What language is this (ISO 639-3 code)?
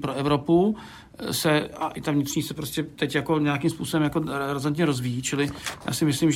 ces